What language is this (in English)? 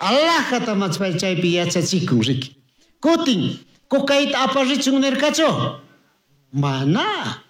Chimborazo Highland Quichua